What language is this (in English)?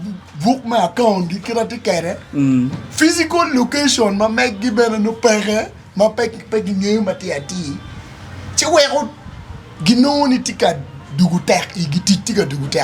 Acoli